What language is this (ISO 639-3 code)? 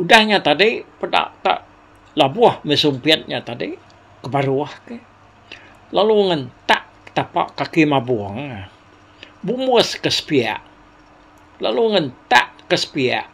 iba